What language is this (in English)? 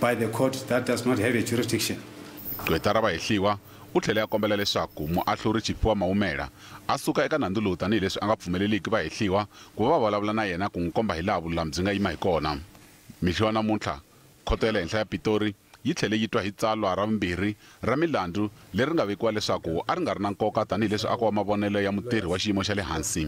Tsonga